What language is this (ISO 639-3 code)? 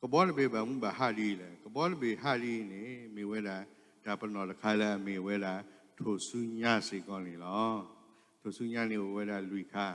ksw